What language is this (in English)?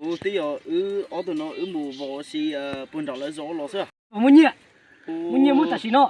Hmong